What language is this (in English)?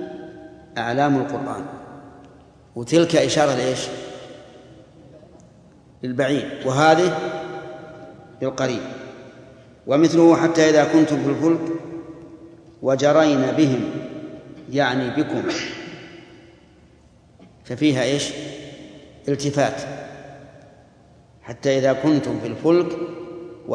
Arabic